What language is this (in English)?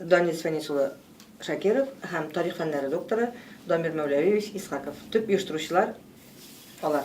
Tatar